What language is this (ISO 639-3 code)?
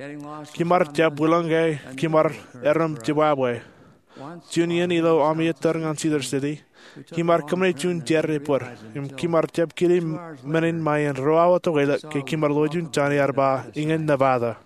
mah